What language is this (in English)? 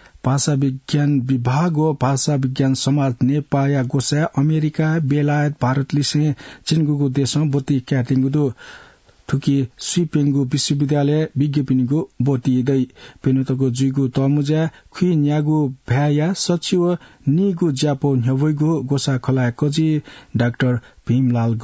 Newari